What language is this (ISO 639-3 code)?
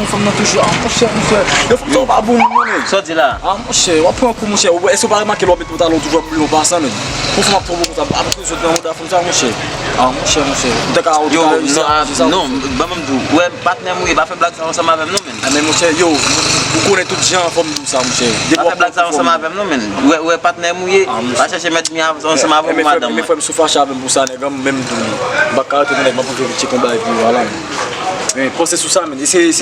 hat